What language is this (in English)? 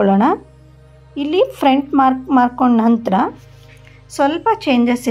Kannada